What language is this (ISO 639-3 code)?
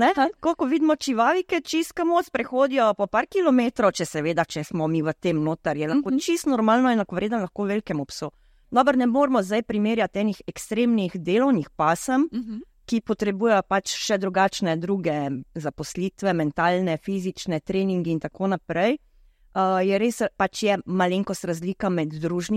slv